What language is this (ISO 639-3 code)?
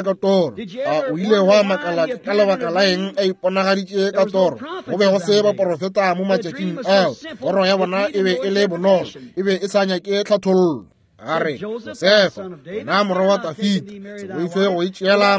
nso